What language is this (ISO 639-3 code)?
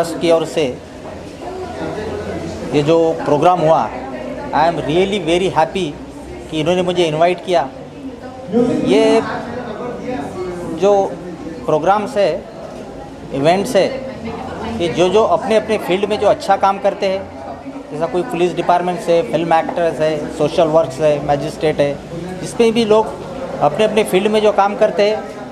hin